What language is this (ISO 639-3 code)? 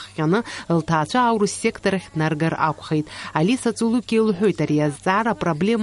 abk